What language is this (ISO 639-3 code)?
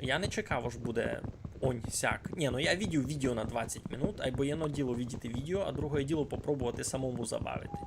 rue